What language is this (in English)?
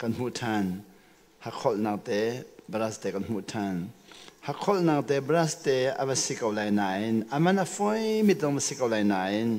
Hakha Chin